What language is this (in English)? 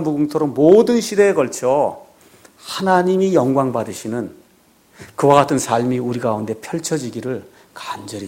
Korean